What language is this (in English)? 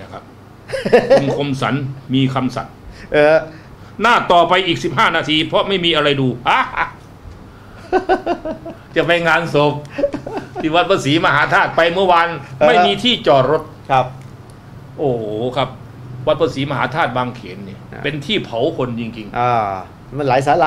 Thai